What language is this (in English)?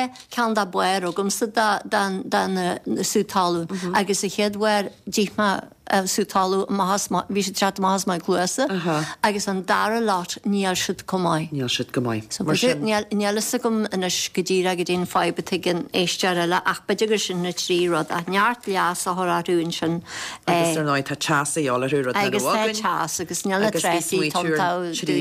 Irish